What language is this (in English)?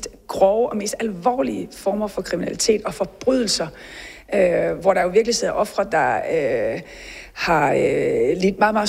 Danish